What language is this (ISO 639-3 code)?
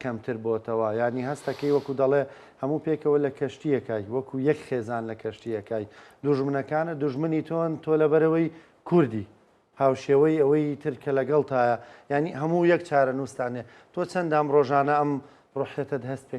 ckb